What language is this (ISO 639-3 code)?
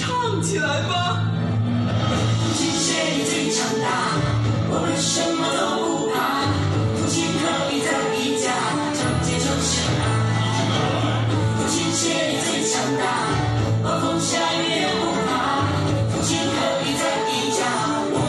zho